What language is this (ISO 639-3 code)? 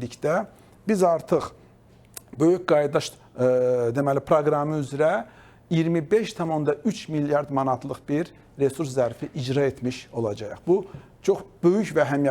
aze